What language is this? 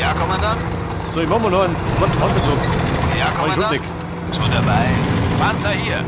Bavarian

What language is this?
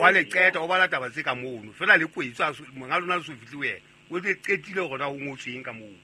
Southern Sotho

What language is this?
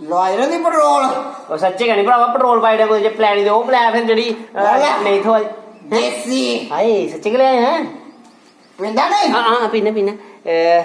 Dogri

